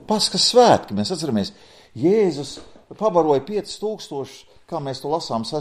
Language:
Latvian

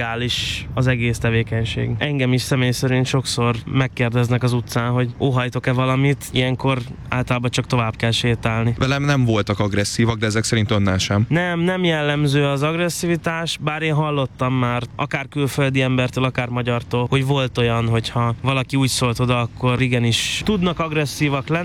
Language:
Hungarian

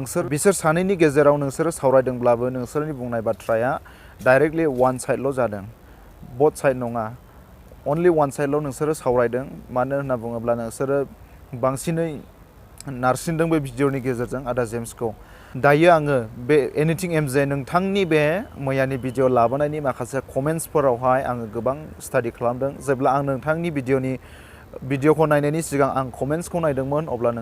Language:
Bodo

